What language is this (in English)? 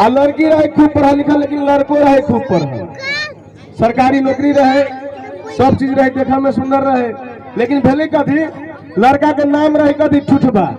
Maithili